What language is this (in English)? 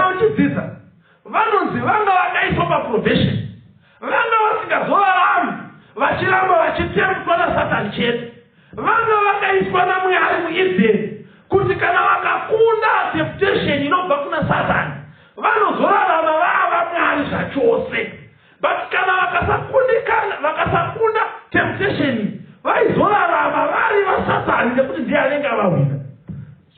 Shona